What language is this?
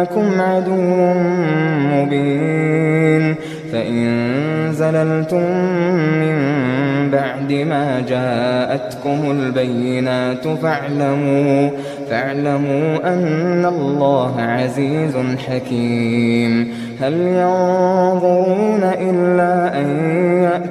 Arabic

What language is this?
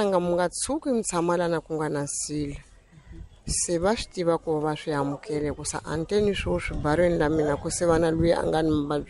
Tsonga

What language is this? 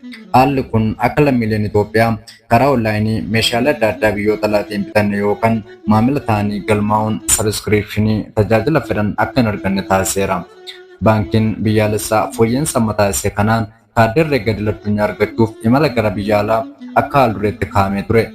Oromo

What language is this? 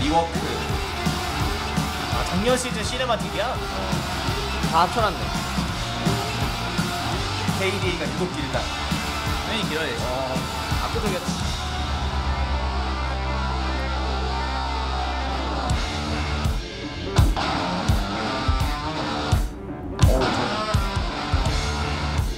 Korean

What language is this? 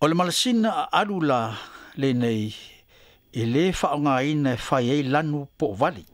Samoan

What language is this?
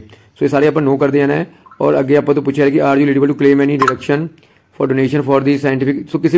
Punjabi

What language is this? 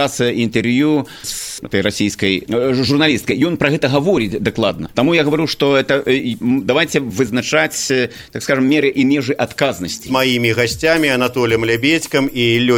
Belarusian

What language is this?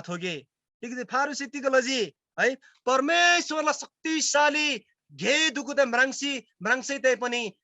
Eastern Tamang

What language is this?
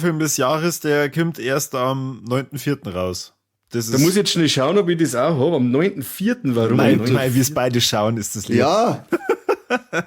Bavarian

